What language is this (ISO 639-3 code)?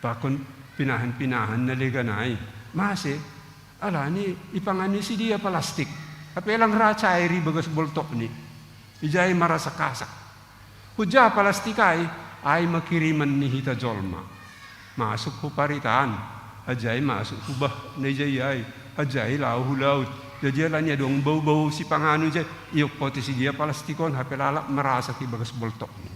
bts